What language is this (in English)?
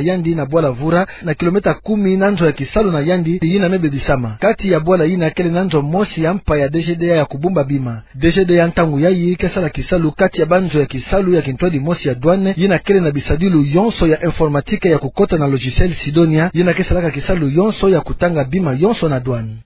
Kituba (Democratic Republic of Congo)